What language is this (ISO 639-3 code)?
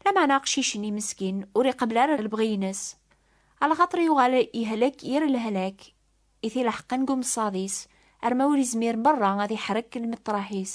kab